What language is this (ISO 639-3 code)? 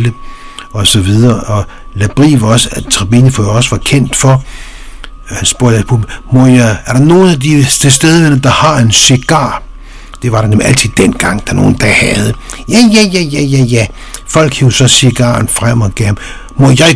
dan